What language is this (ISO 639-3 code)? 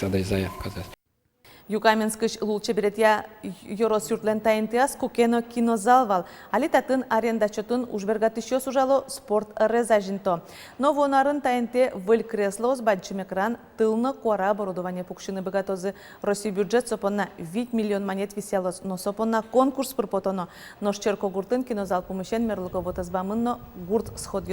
udm